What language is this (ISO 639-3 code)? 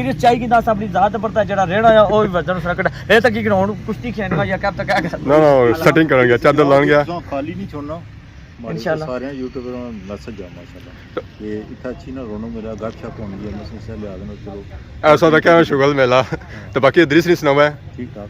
phr